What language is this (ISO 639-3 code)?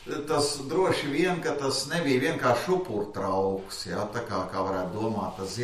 lav